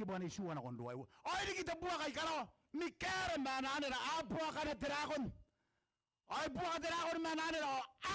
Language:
Gilbertese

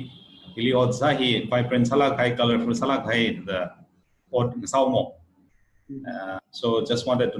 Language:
Tangkhul Naga (India)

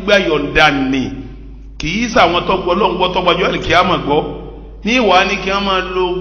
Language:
Yoruba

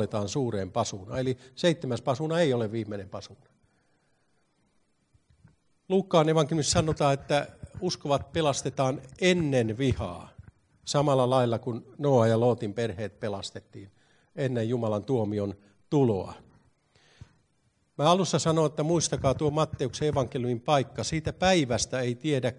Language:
Finnish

